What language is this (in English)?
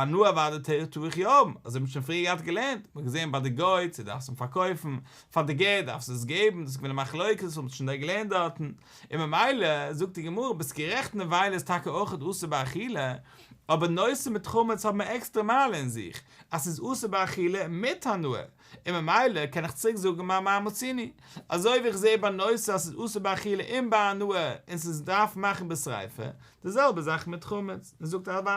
Yiddish